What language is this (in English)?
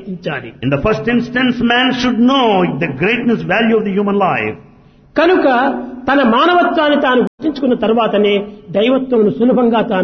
Telugu